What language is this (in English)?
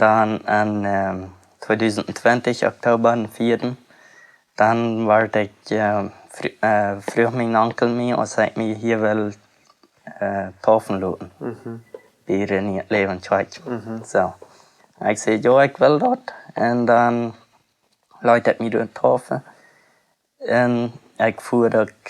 Plautdietsch